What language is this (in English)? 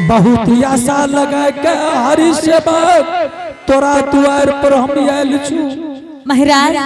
Angika